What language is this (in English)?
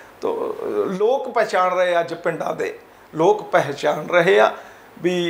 Punjabi